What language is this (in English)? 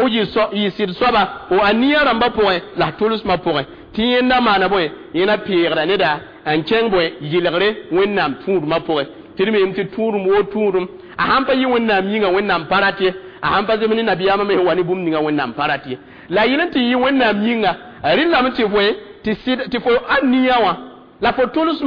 Mossi